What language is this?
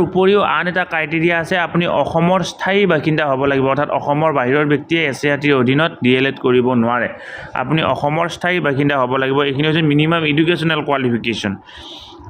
Assamese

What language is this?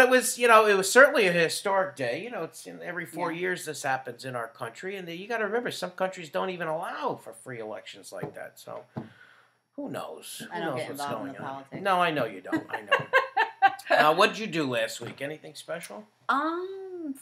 English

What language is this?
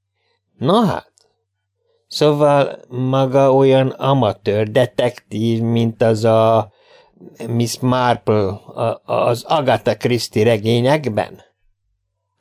Hungarian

